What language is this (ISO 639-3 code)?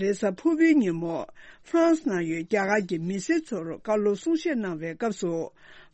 bod